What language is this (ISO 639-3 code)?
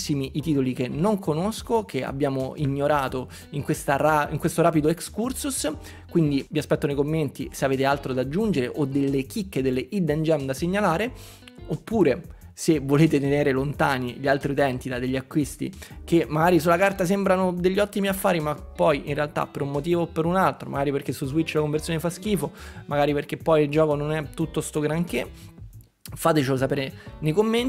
ita